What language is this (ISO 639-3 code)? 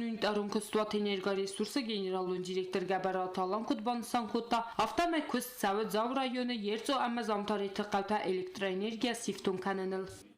oss